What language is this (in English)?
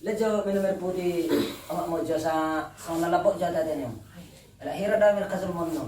Batak Toba